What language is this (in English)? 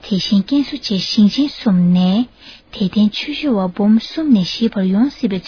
Tibetan